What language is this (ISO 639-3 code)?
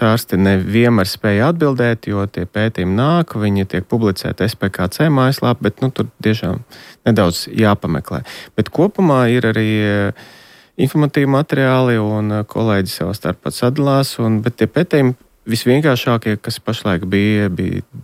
lav